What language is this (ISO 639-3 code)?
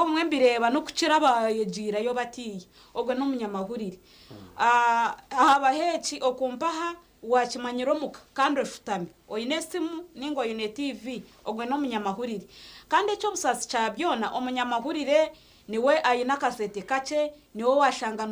nyn